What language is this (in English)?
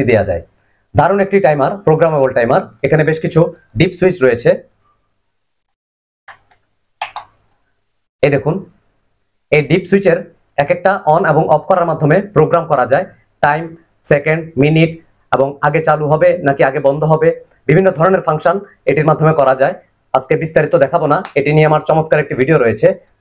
Bangla